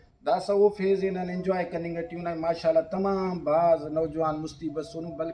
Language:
Brahui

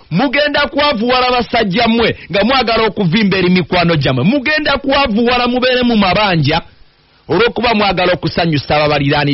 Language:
Ganda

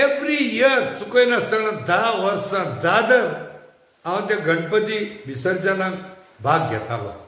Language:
Konkani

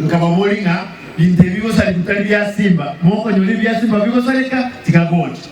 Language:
Gusii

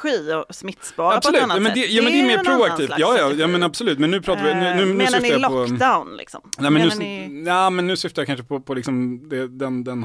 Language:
Swedish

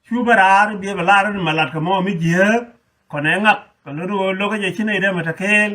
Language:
Nuer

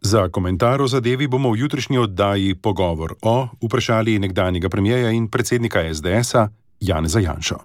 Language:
Slovenian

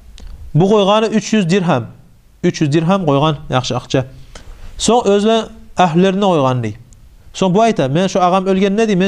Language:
Kumyk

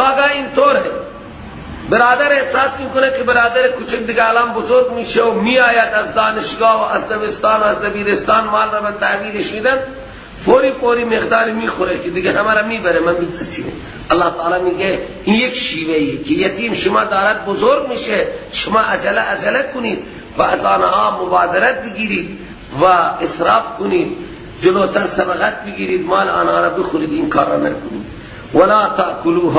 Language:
Persian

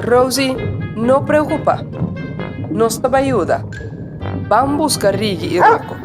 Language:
Papiamento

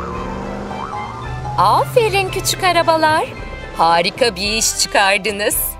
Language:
Turkish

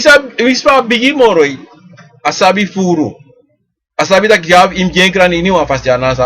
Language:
Sranan Tongo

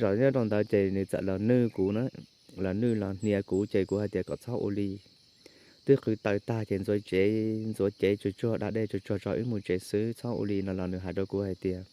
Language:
Hmong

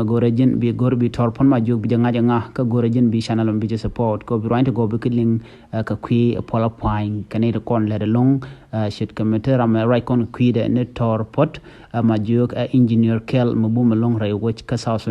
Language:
Nuer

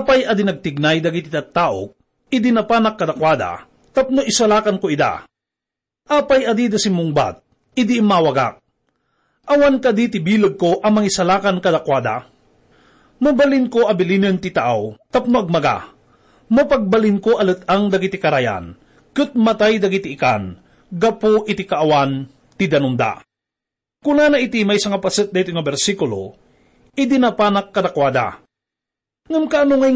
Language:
Iloko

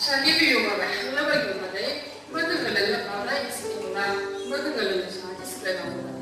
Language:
Chang Naga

